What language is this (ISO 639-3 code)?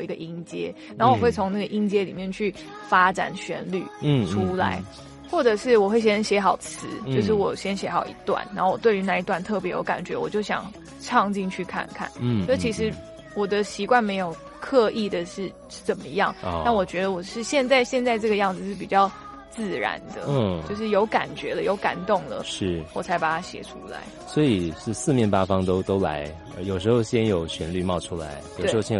zho